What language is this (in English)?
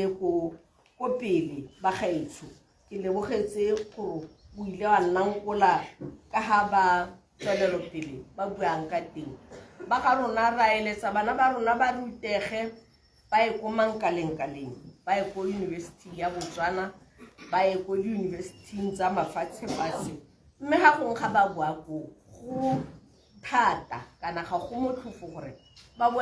Tswana